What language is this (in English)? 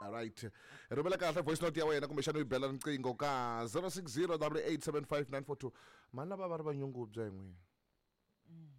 Tsonga